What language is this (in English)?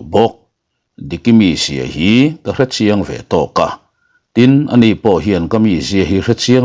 Mizo